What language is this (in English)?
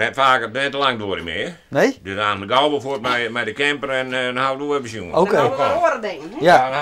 Western Frisian